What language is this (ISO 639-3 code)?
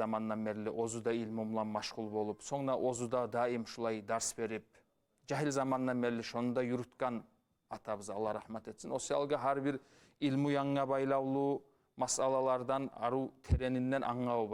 kum